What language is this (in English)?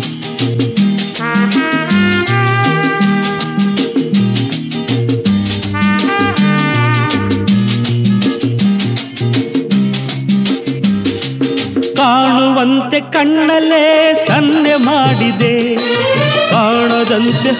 Kannada